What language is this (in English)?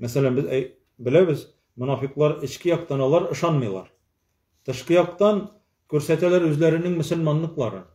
Tatar